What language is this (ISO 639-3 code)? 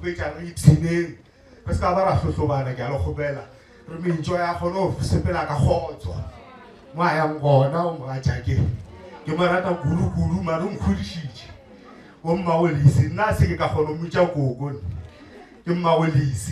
nso